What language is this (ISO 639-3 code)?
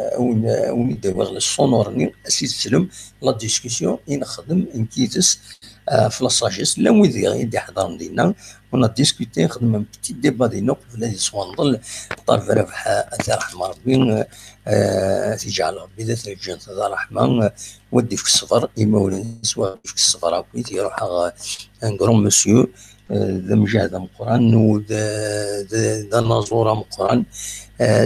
kab